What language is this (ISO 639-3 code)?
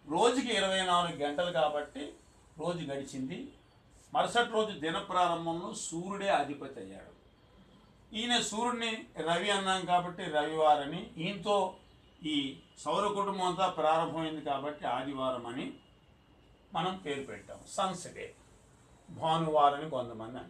tel